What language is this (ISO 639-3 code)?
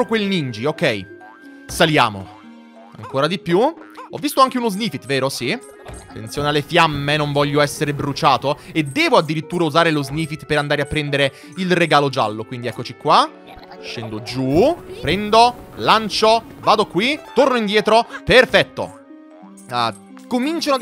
ita